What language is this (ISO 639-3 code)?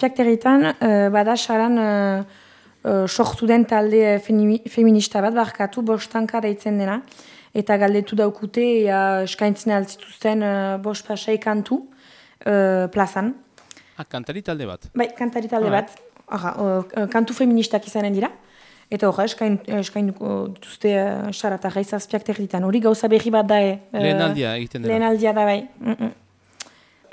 eus